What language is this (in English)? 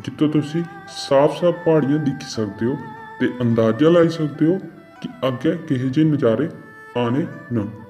Dogri